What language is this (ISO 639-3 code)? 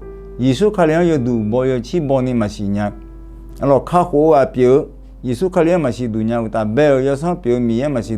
ahk